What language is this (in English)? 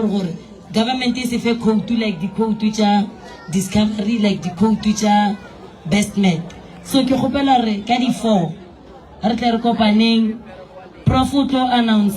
Northern Sotho